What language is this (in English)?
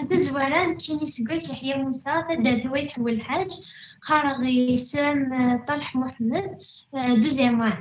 Kabyle